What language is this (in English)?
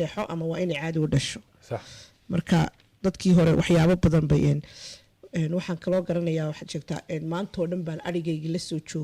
Somali